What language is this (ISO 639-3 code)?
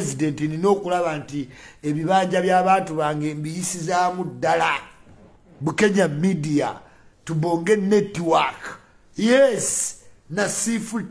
lug